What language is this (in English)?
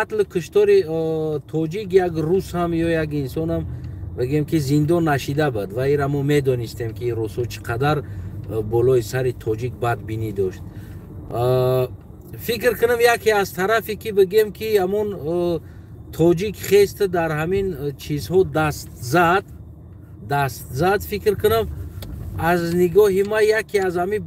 Tajik